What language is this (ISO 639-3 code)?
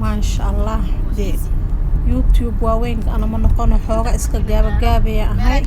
som